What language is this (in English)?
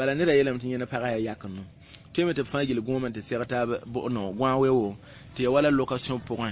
Mossi